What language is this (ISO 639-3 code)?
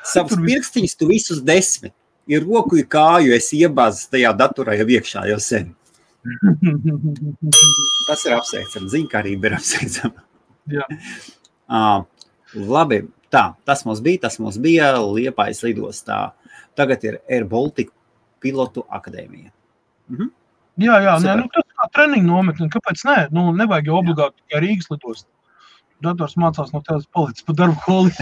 lav